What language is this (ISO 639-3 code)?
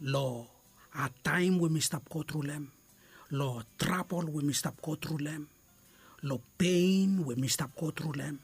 bis